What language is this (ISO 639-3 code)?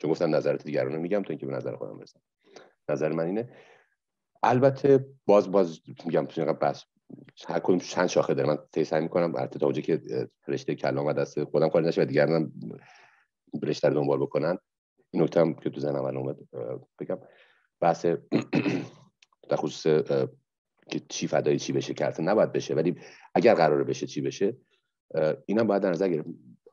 fas